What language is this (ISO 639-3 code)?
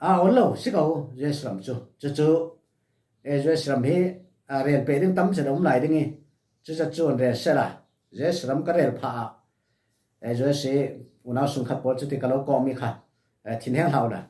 cfm